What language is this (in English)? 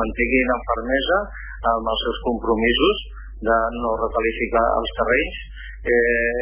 Catalan